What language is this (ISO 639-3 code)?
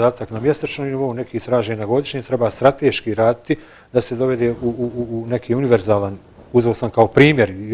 bos